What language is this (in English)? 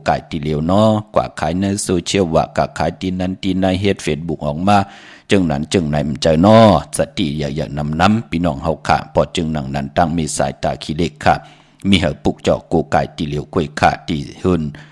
Shan